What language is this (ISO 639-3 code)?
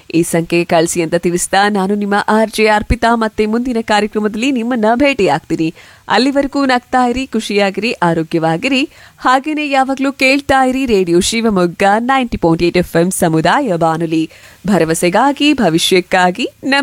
kan